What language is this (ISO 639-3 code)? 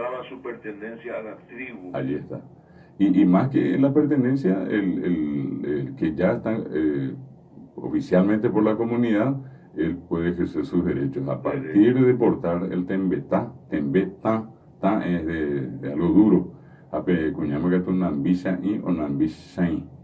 grn